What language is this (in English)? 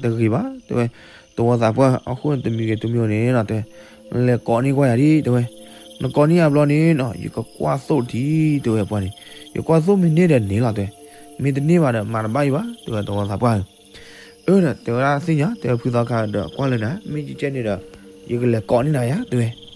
S'gaw Karen